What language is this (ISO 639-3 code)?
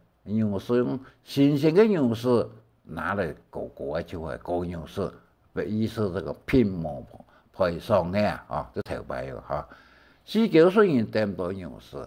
hak